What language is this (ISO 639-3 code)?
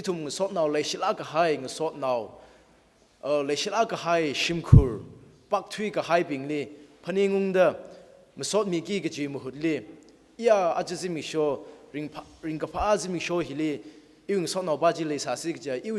nmf